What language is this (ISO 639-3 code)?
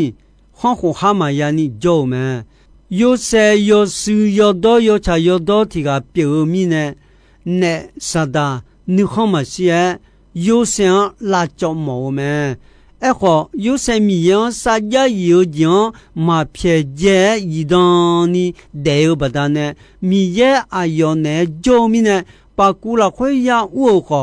ahk